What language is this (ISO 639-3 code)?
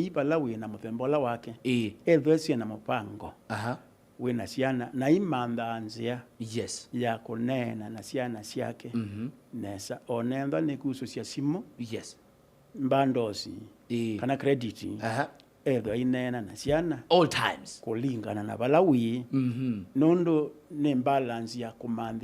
kam